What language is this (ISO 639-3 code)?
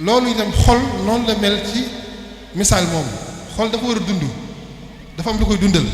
wol